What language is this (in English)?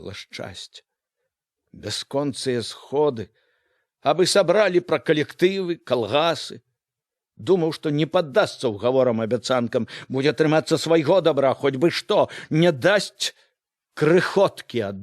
Belarusian